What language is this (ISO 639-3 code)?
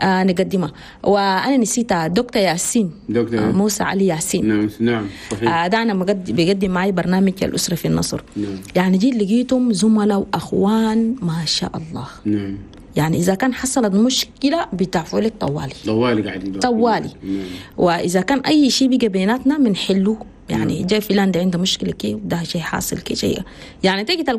shu